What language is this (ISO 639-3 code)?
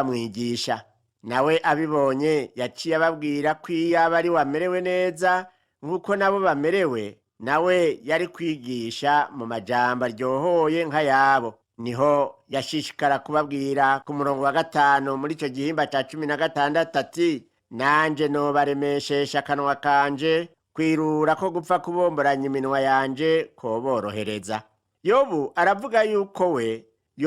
run